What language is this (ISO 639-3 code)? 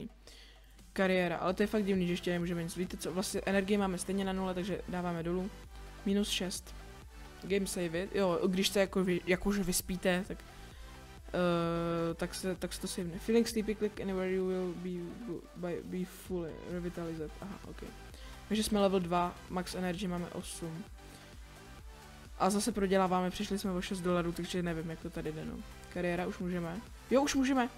ces